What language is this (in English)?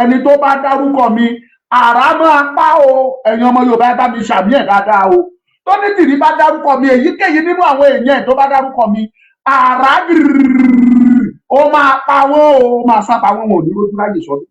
Yoruba